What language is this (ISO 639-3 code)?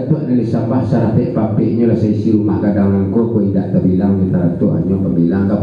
min